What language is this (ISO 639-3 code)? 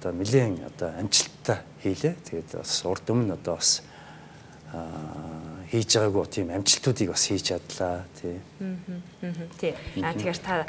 mon